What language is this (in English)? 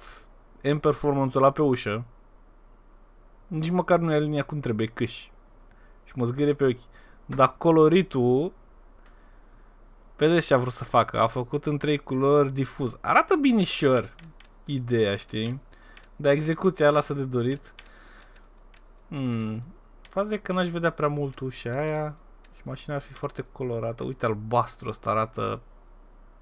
Romanian